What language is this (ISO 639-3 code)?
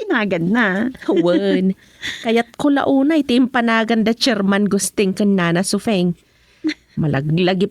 ilo